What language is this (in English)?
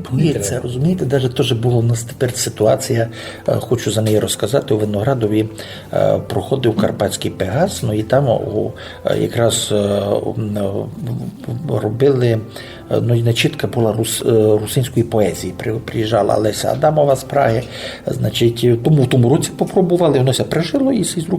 Rusyn